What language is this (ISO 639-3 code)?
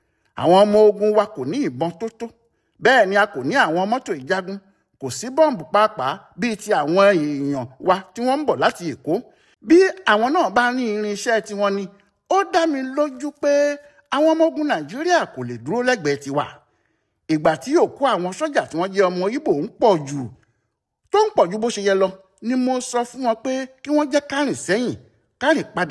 yor